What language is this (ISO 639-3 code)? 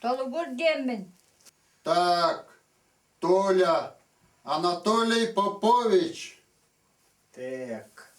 sah